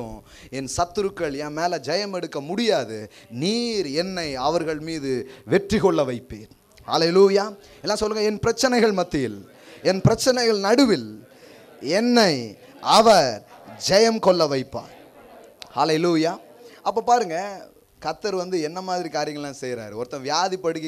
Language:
Tamil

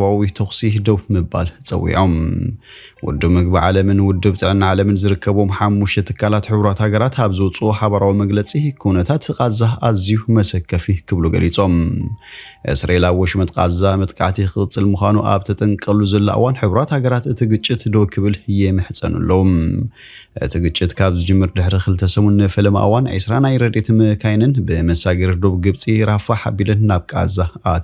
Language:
Tigrinya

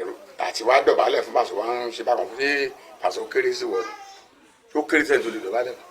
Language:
Yoruba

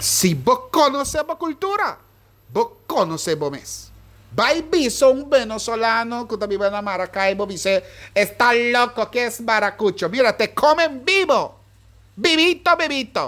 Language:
Papiamento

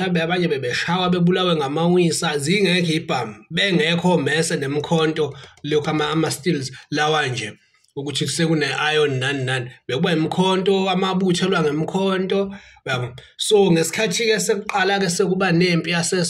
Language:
Zulu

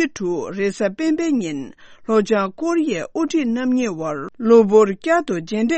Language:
Tibetan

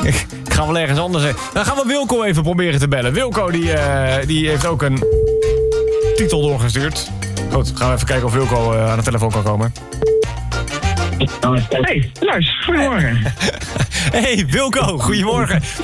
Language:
Dutch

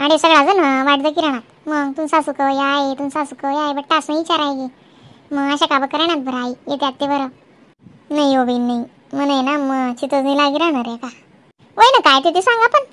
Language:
Khandesi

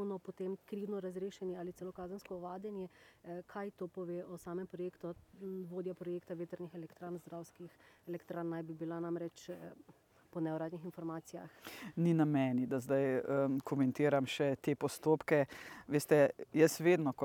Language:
Slovenian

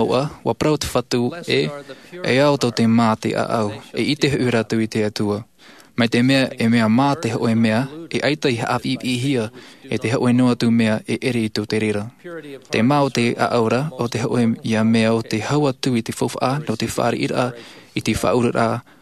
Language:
Tahitian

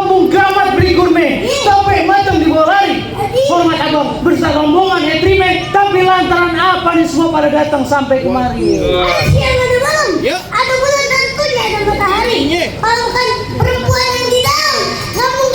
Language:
Betawi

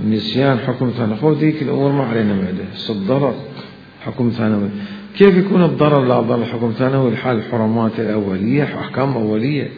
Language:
Mesopotamian Arabic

